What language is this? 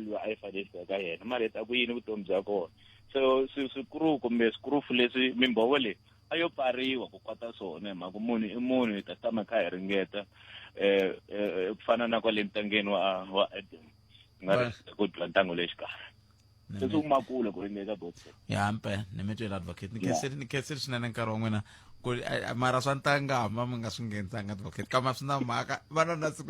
Tsonga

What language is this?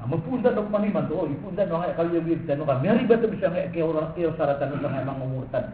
Maranao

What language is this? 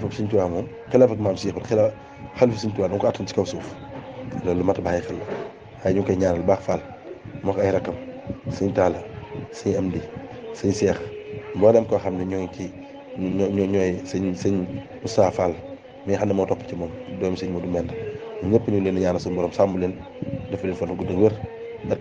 Wolof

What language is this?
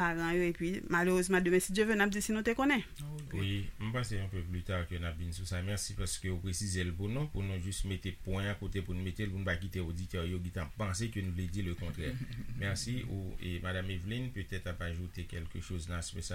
Haitian Creole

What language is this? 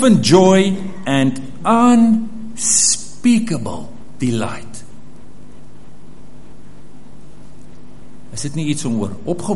Afrikaans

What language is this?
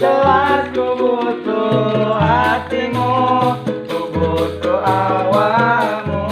Sundanese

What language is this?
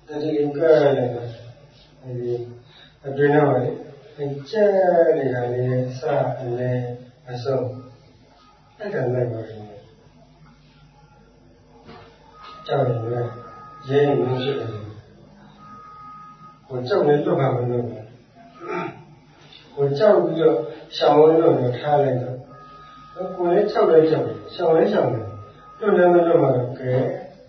Burmese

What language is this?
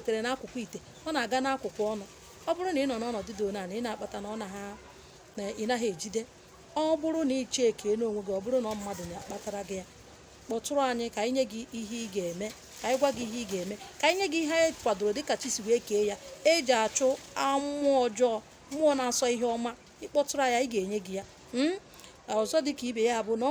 Igbo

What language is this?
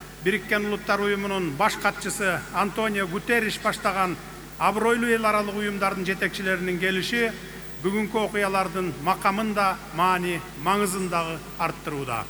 Kyrgyz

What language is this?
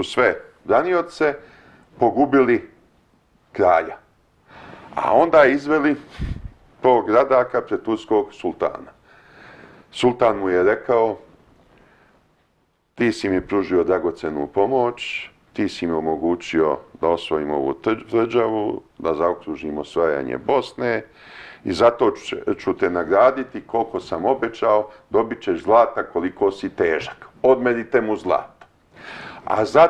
Serbian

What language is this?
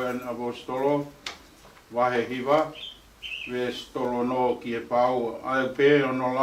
Tongan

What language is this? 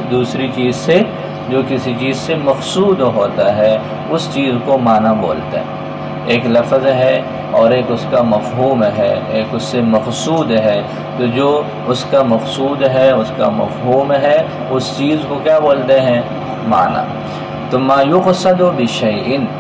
Urdu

